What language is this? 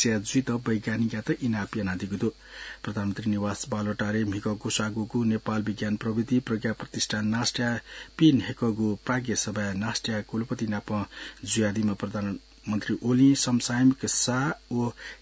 Newari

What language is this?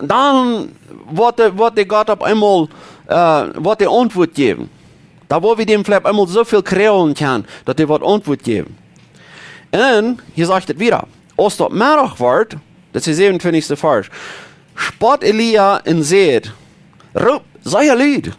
Plautdietsch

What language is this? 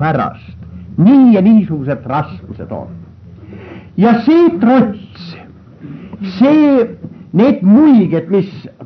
Estonian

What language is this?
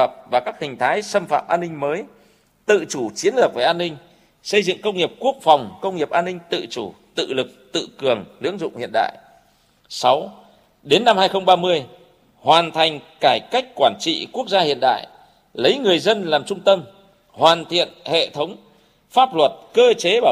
Vietnamese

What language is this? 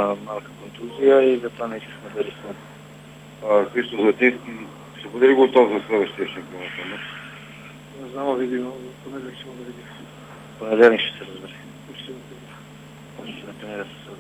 Bulgarian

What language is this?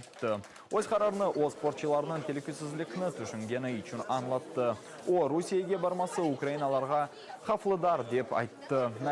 Crimean Tatar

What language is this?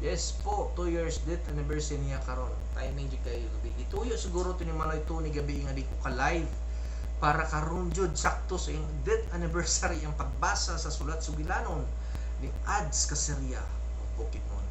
Cebuano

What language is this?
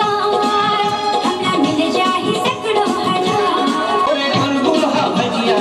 Chhattisgarhi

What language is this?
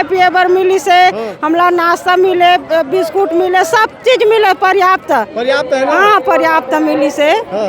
Chhattisgarhi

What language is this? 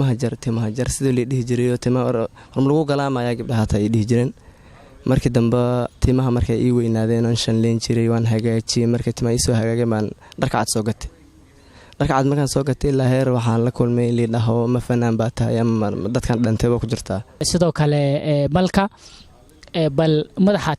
Somali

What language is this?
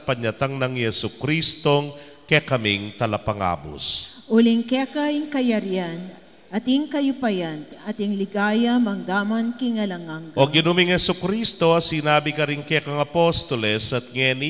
Pampanga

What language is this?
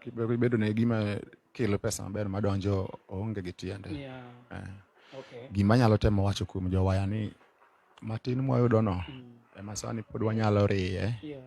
Luo (Kenya and Tanzania)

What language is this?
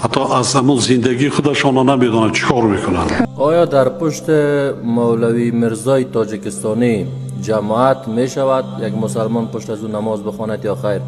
Tajik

